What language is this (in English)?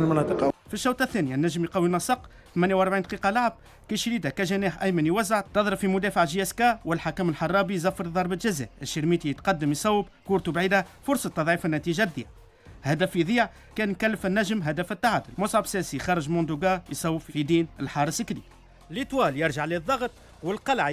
Tunisian Arabic